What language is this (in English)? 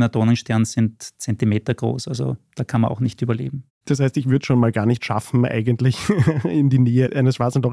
German